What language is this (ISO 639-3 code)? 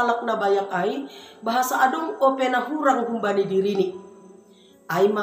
bts